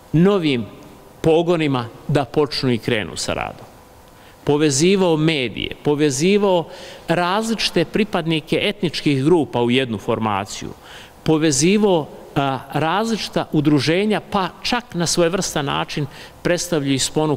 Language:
Bosnian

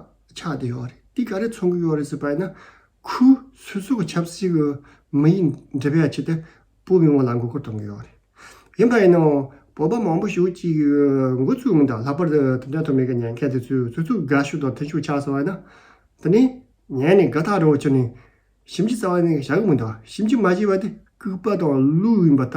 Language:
Tibetan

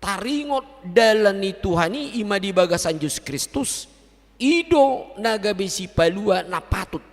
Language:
Batak Toba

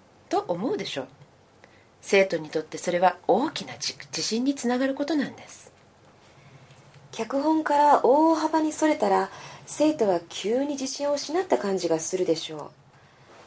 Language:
Japanese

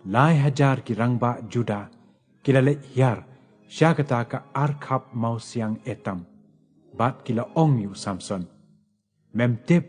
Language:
Khasi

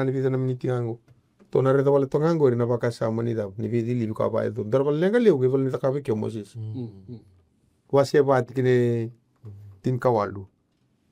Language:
Fijian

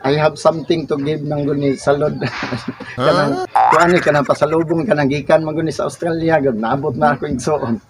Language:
Cebuano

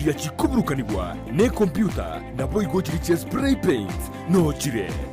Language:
Gusii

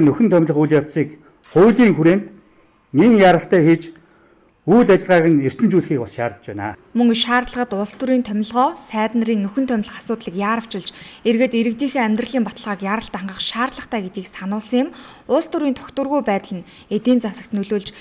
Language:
Mongolian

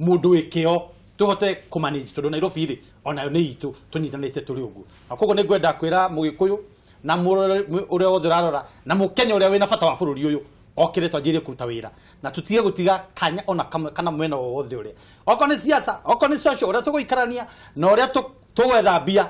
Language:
Kikuyu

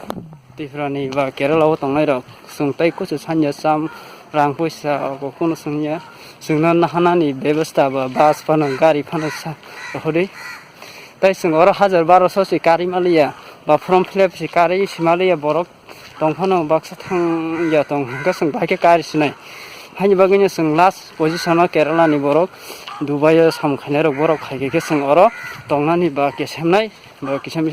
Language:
Kok Borok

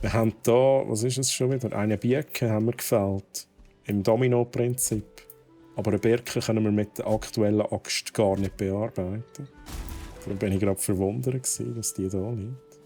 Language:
Swiss German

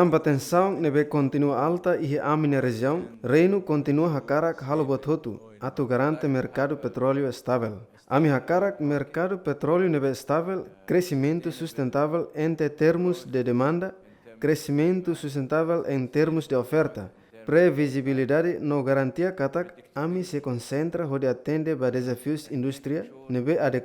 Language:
Tetum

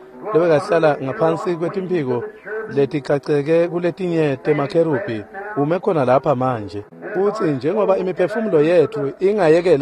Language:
Swati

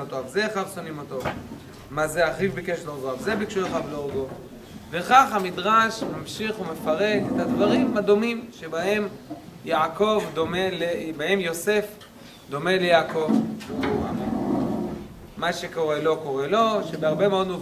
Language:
Hebrew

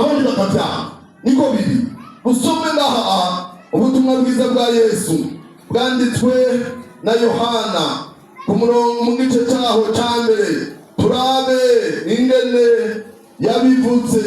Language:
Rundi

